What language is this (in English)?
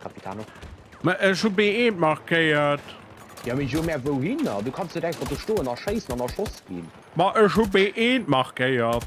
Luxembourgish